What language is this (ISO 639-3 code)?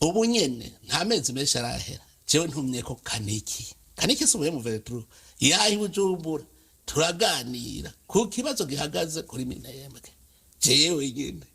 run